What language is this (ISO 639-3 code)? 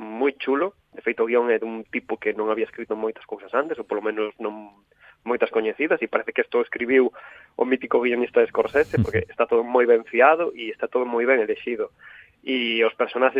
glg